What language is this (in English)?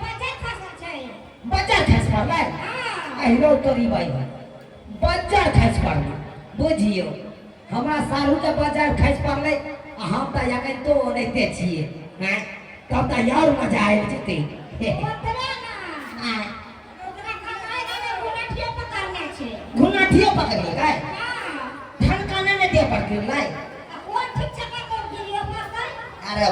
Maithili